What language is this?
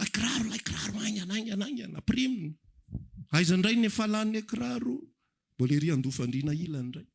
Malagasy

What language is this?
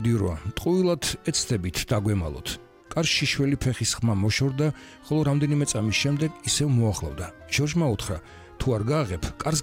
Georgian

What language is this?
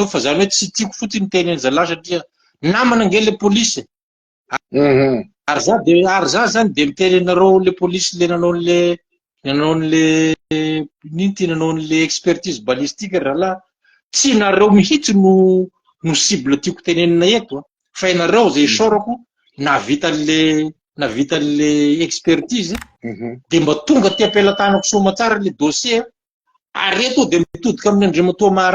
Malagasy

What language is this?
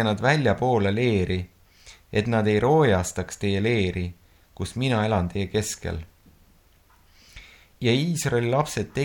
Estonian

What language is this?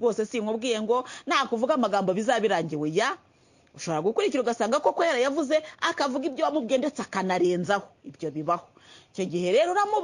Kinyarwanda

